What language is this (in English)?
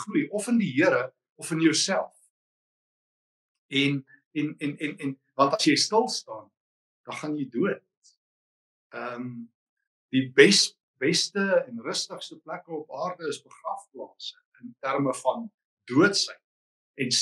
Afrikaans